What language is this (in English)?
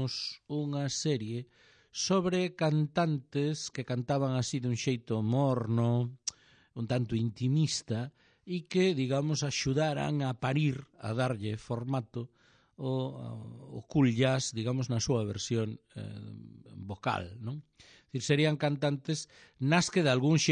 Galician